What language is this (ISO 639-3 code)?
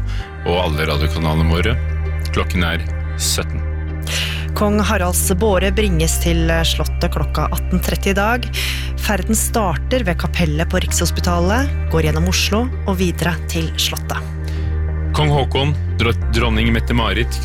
nor